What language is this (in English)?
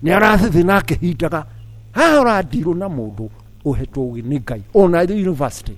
Kikuyu